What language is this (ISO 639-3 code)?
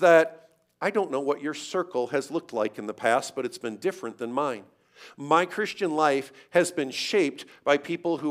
eng